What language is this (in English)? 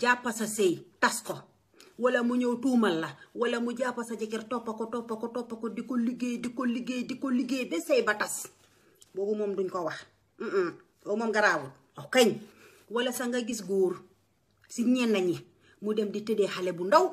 Wolof